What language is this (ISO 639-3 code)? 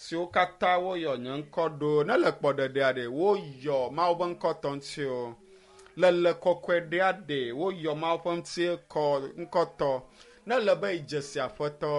ewe